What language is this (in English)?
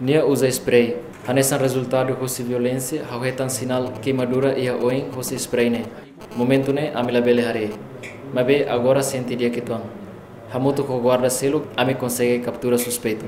Tetum